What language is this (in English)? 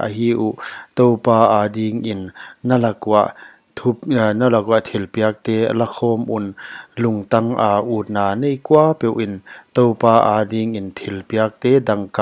Paite Chin